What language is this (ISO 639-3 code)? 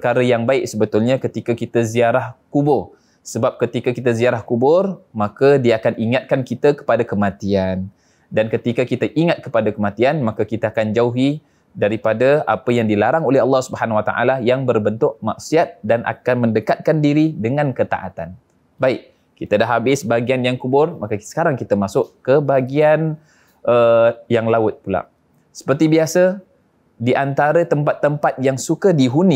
msa